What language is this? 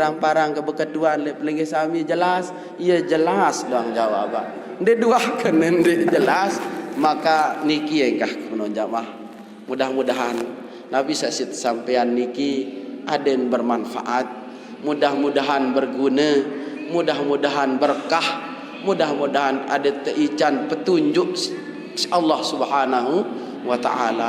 Sasak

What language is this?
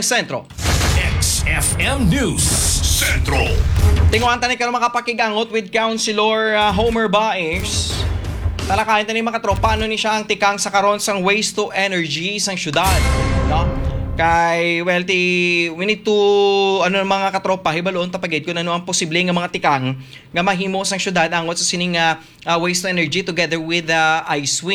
Hiligaynon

